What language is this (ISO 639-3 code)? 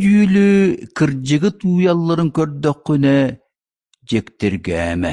sah